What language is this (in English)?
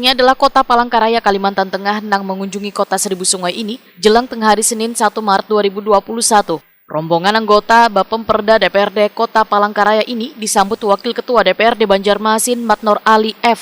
Banjar